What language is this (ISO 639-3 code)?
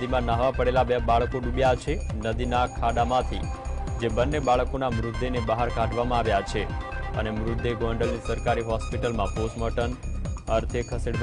guj